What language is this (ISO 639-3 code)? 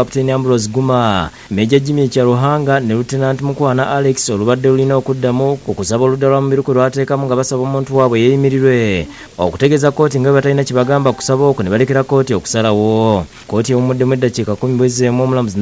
lug